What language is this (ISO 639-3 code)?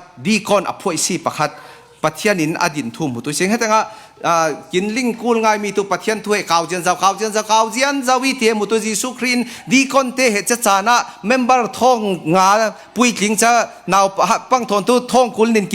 cfm